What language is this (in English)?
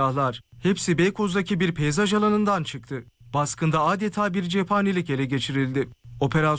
Turkish